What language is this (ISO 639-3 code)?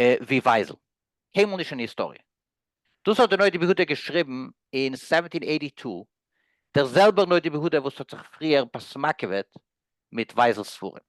yid